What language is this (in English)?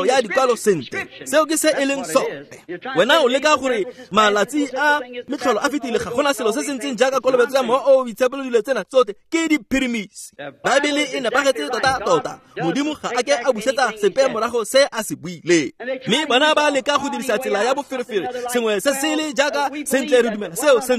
Tswana